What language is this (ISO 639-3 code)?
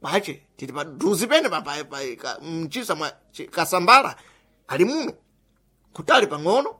seh